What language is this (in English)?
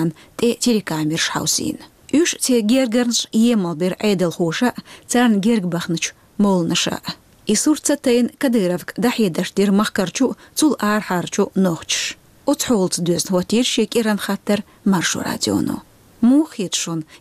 Chechen